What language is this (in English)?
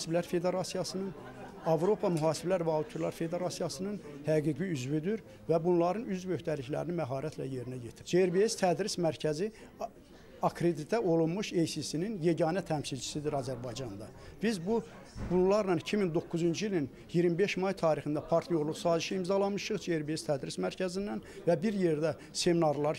Azerbaijani